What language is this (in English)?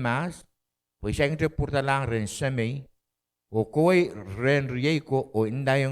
Pohnpeian